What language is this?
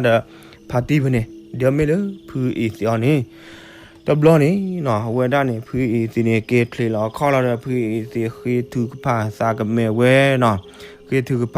S'gaw Karen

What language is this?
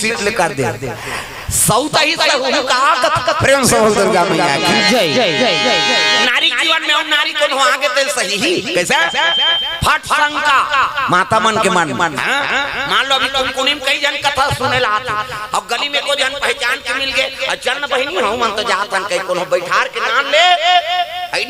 Chhattisgarhi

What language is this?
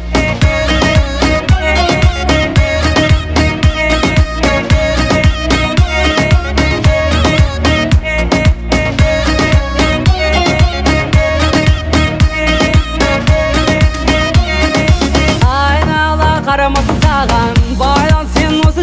Kazakh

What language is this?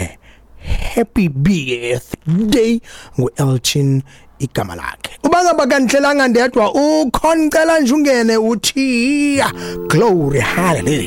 Xhosa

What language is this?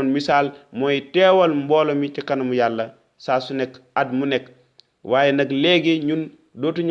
Wolof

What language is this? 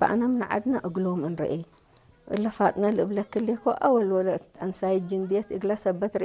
Tigre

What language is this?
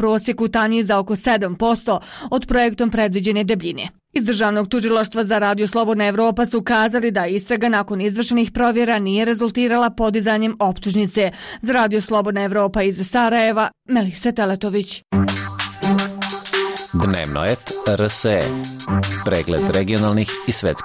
Bosnian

